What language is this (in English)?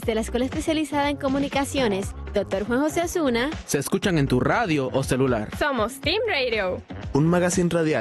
Spanish